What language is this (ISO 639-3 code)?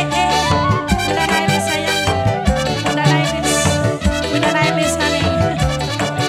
ind